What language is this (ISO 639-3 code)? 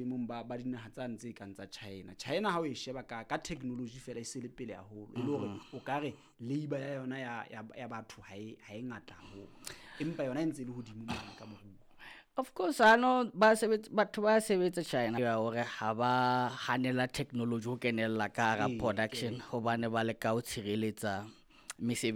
sot